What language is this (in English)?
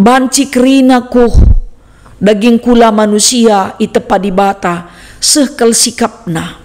Batak Karo